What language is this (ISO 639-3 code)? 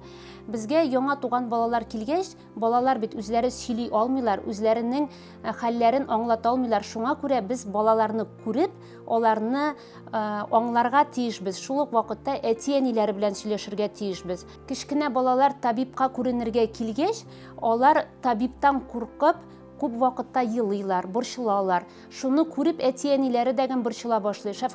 tat